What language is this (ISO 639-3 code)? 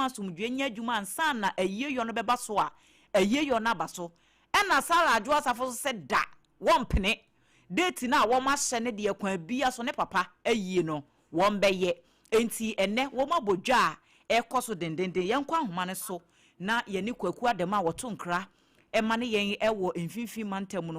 aka